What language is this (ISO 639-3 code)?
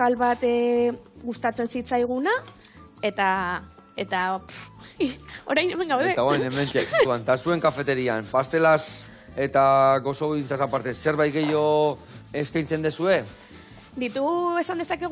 eus